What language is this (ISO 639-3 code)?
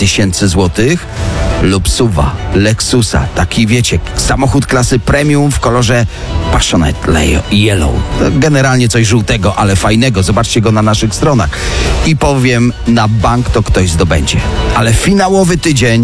pol